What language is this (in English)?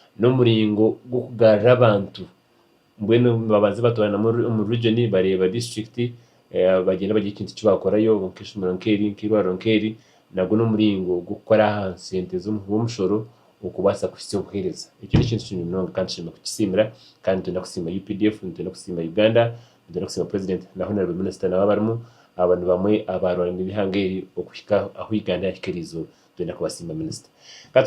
Nyankole